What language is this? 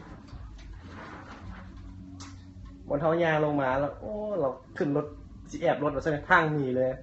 Lao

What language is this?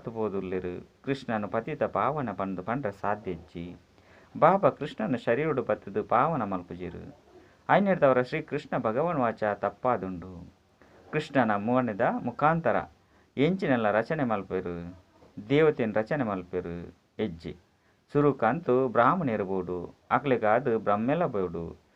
Tulu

